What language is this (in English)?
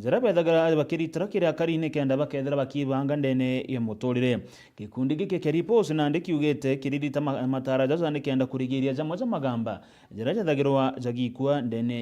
Meru